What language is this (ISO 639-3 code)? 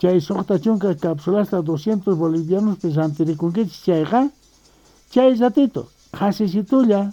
quh